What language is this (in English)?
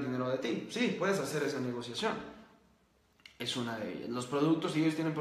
Spanish